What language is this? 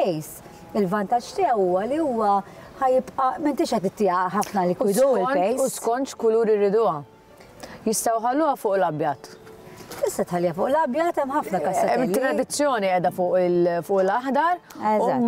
Maltese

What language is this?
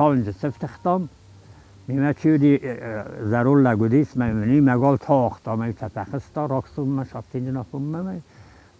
Ossetic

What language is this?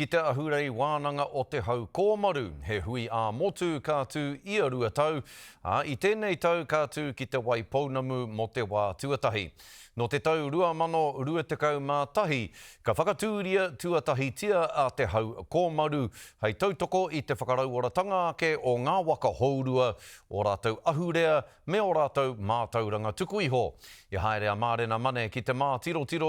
Māori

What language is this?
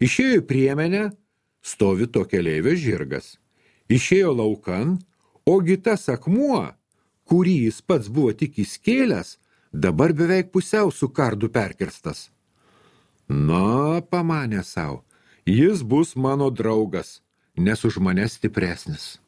Lithuanian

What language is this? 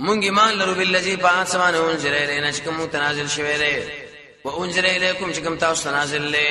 Pashto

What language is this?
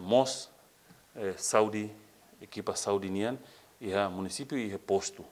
Tetum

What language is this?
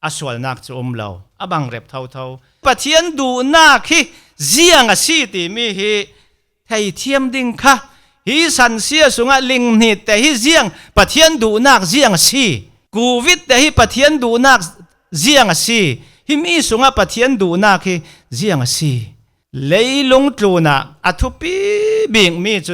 Falam Chin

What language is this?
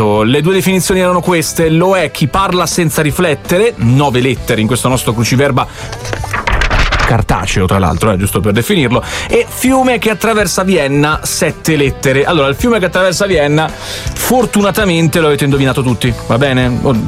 Italian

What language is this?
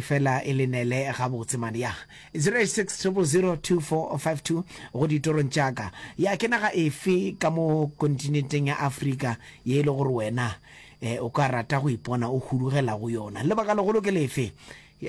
Northern Sotho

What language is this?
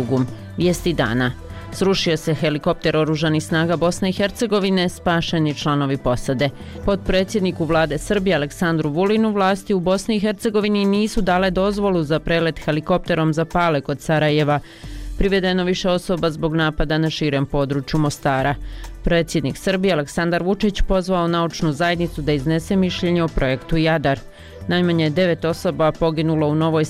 Bosnian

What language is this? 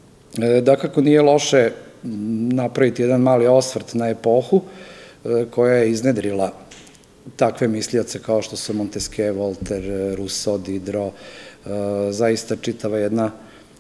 Serbian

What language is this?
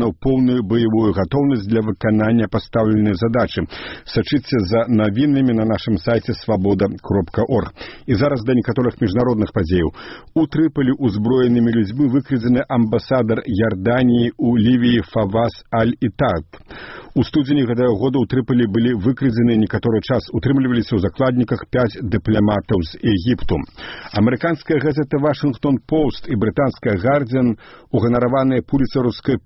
Belarusian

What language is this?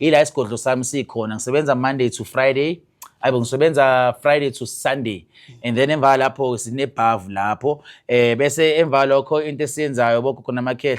Zulu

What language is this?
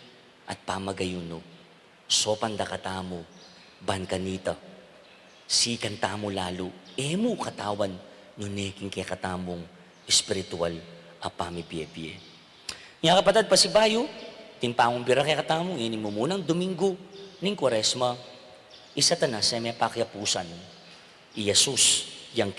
Pampanga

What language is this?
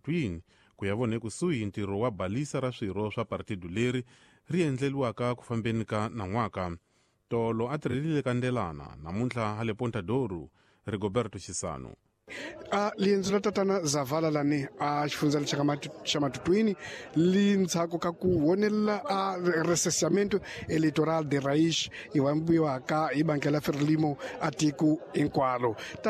Tsonga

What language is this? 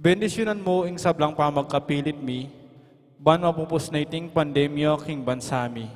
Pampanga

